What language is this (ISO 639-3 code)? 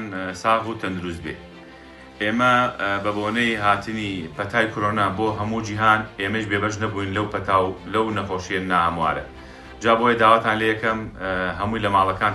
ckb